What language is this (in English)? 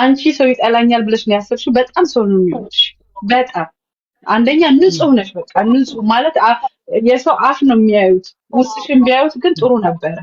Amharic